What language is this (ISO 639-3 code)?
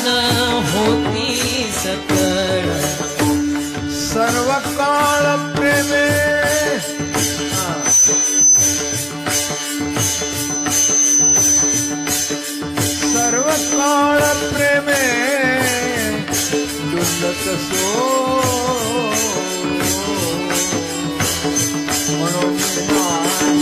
mar